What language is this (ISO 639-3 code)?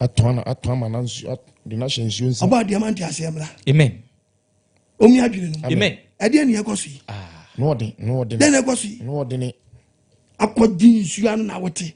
aka